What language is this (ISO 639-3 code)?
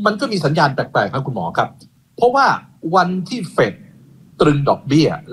tha